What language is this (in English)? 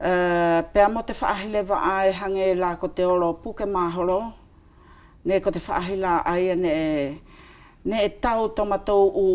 Wallisian